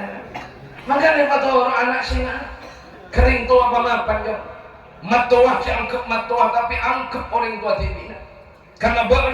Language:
Madurese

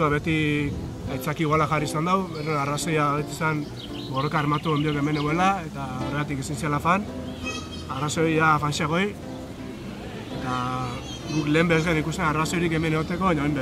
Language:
Basque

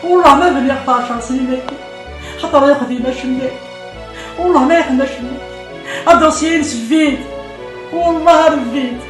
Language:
Kabyle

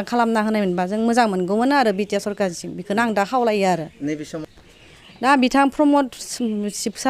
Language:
Bodo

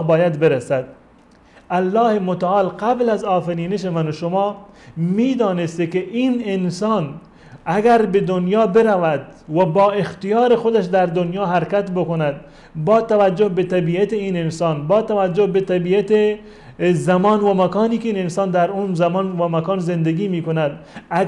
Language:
Persian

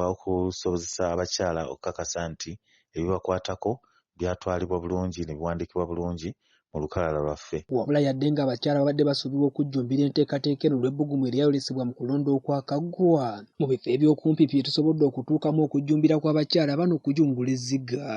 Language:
Ganda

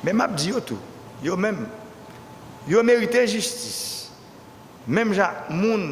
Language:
Haitian Creole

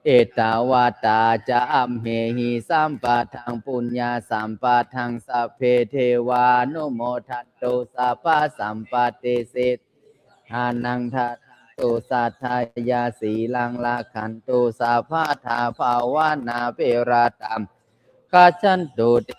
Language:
Pali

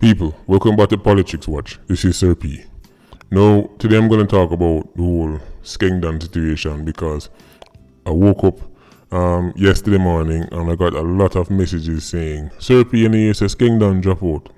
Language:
Jamaican Creole English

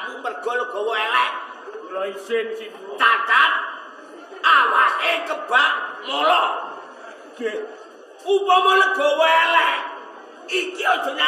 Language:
Javanese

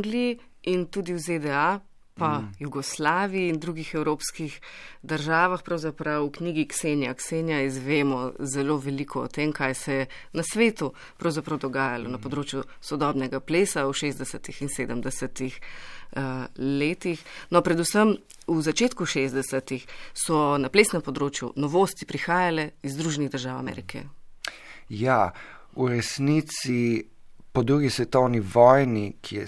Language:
Slovenian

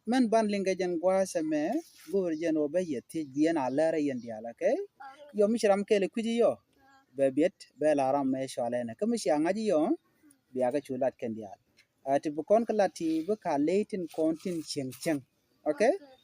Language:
Nuer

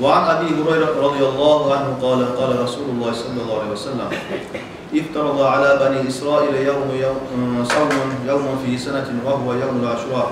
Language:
Kumyk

